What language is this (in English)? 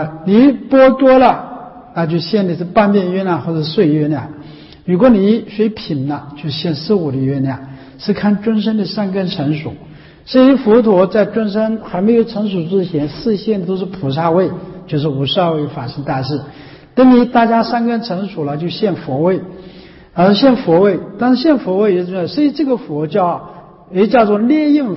Chinese